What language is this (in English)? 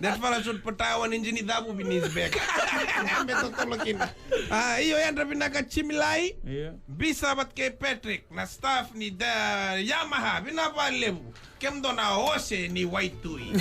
Fijian